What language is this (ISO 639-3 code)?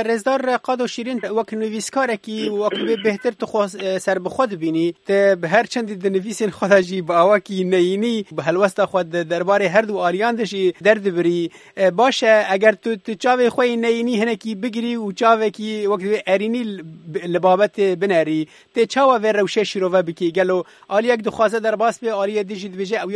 kur